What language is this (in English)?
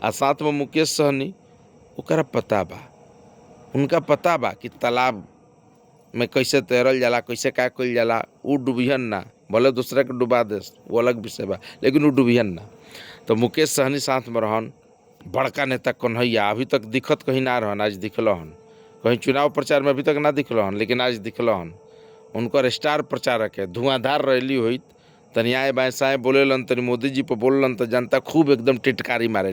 Bhojpuri